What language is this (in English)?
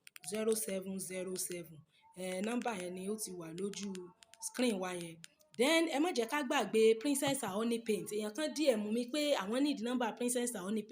Yoruba